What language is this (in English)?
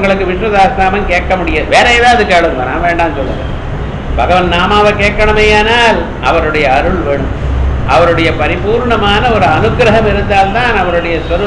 Tamil